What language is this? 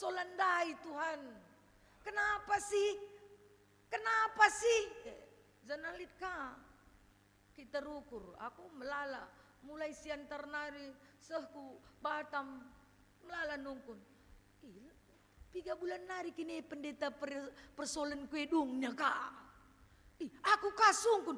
Batak Karo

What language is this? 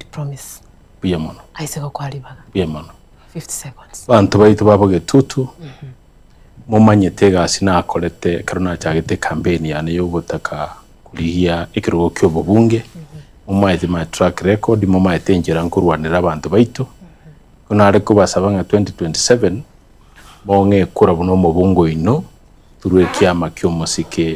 Gusii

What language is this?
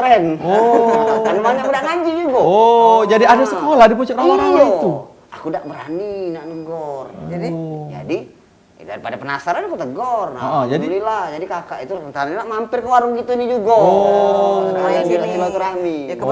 Musi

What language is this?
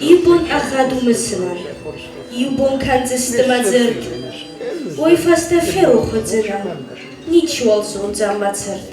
Ossetic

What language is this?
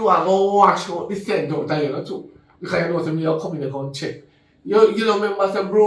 Jamaican Creole English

